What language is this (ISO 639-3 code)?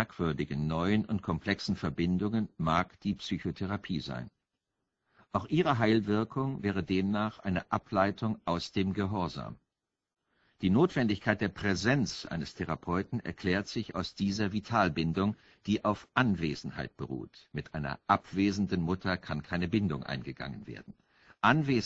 deu